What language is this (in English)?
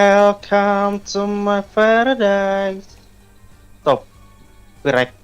Banjar